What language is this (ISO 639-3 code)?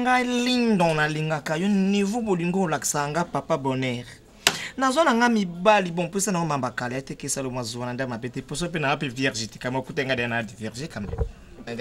lin